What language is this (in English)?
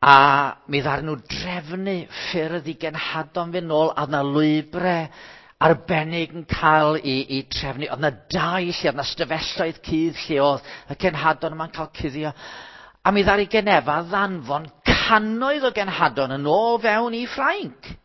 Welsh